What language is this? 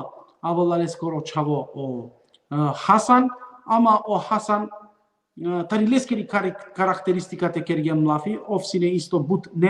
Balkan Romani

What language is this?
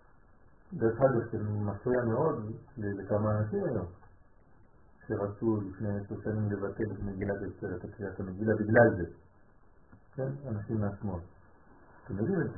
Hebrew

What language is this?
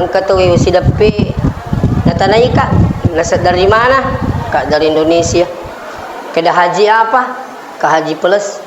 Buginese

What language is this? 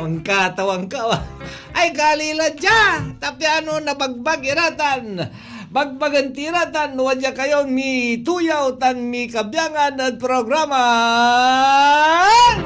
Pangasinan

